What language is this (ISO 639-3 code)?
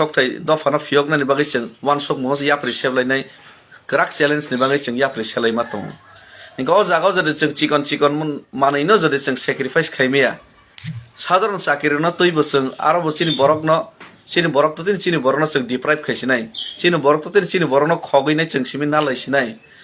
trp